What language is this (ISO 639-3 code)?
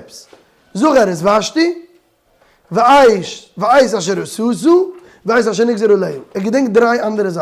yid